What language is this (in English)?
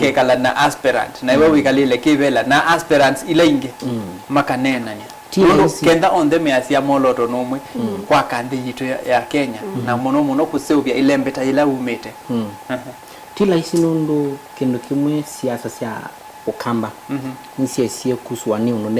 Kamba